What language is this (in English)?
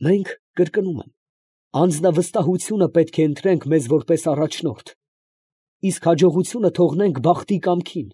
Armenian